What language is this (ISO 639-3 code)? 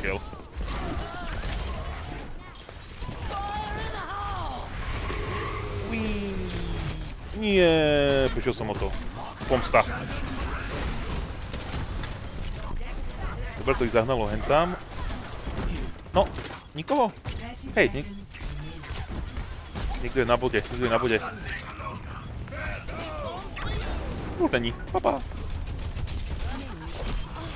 slk